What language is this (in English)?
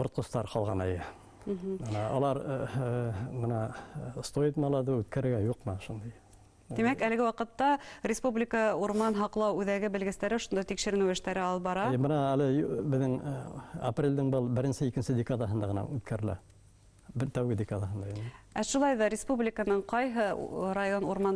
Bashkir